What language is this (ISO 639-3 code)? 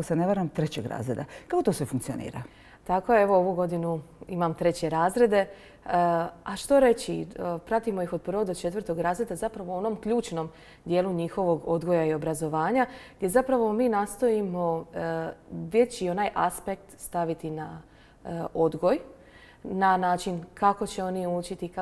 hrv